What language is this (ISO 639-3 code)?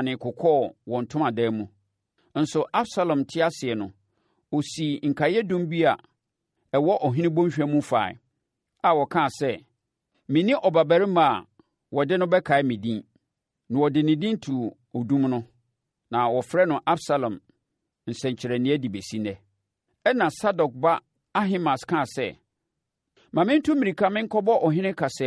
aka